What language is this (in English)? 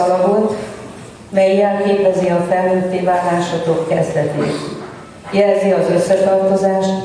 Hungarian